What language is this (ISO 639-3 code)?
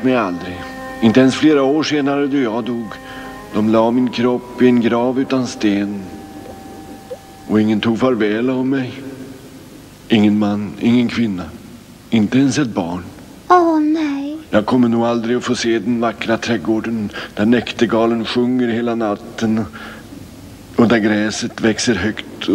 swe